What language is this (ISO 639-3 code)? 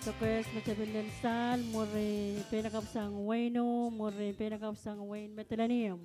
pon